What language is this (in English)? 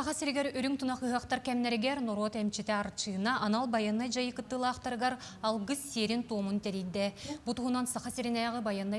Yakut